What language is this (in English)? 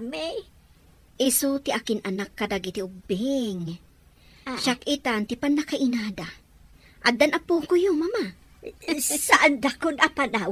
Iloko